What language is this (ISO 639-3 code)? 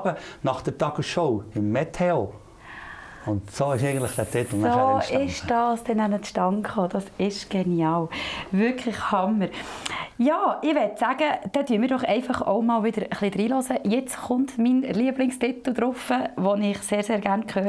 gsw